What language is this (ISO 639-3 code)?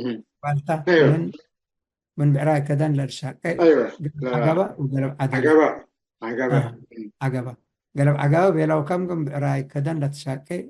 tig